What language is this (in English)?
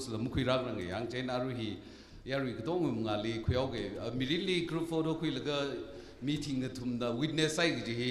Tangkhul Naga (India)